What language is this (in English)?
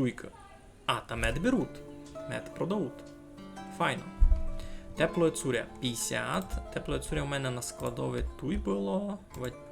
Rusyn